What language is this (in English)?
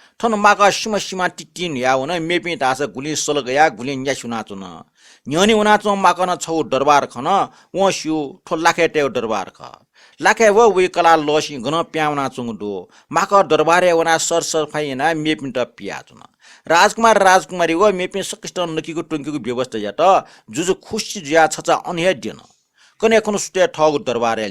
Newari